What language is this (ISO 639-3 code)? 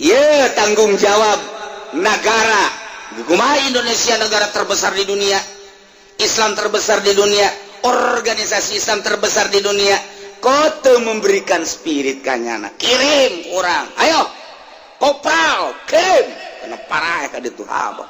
sun